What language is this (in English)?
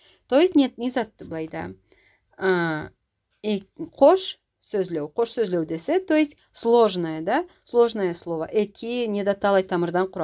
Karachay-Balkar